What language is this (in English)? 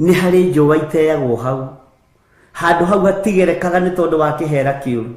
Kikuyu